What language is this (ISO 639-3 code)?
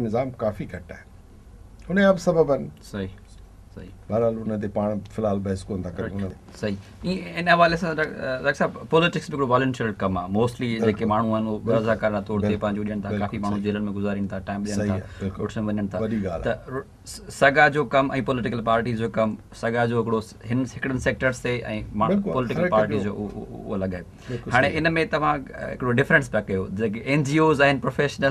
snd